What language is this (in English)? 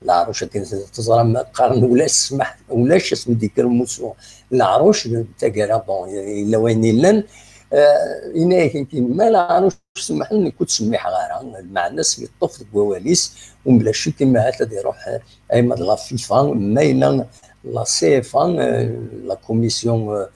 Kabyle